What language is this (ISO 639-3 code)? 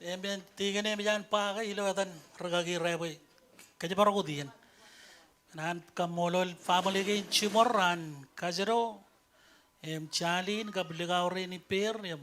mah